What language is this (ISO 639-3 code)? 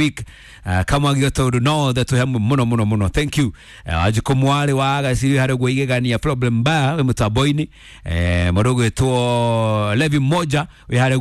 kik